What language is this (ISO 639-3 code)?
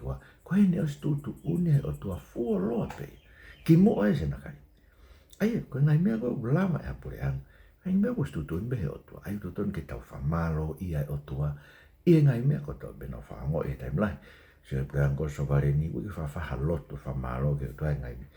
ton